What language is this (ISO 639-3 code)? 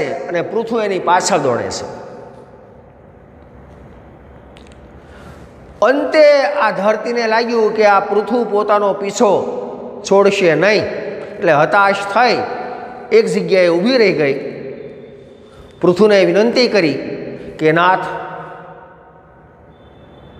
guj